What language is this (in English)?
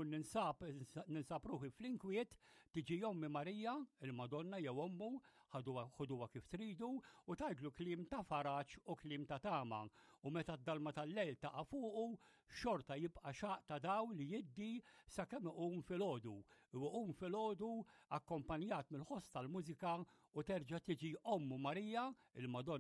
Maltese